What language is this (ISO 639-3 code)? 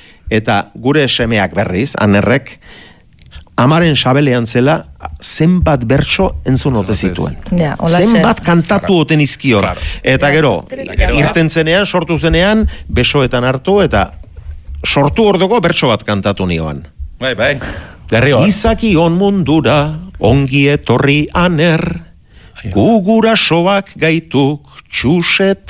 eus